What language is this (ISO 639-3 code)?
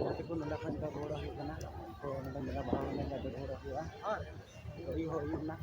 sat